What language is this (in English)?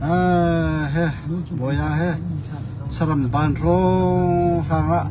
Hakha Chin